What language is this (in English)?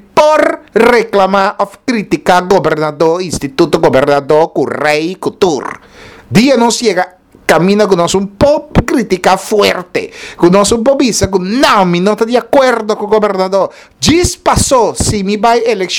Papiamento